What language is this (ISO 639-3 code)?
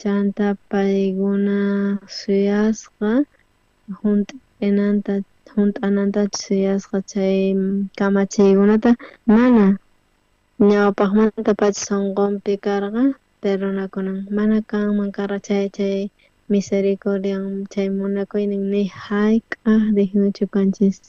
quh